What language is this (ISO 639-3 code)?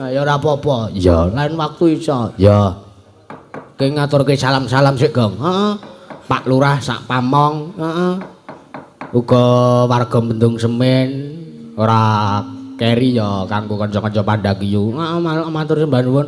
jav